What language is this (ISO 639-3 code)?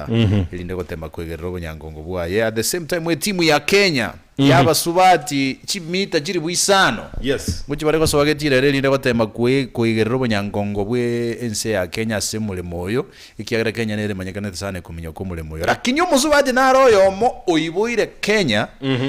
guz